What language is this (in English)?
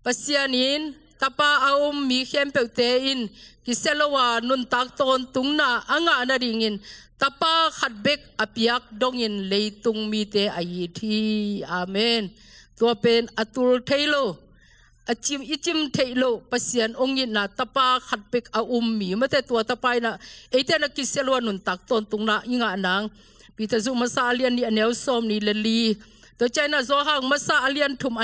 Tedim Chin